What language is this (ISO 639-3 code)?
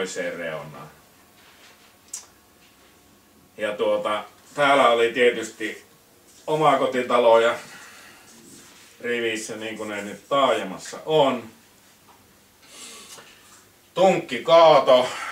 fin